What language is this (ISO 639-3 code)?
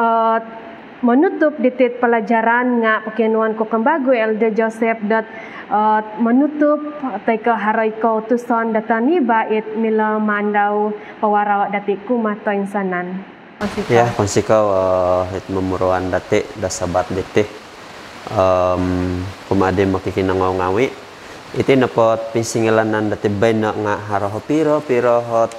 dtp